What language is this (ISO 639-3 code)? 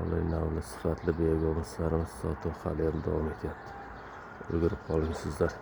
uzb